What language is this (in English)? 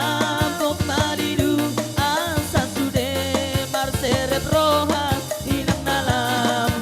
Batak Toba